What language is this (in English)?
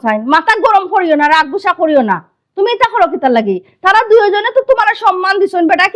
Sylheti